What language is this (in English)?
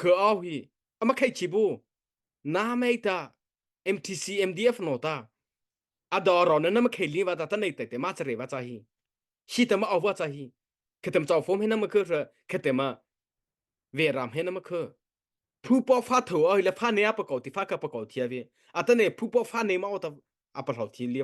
Mara Chin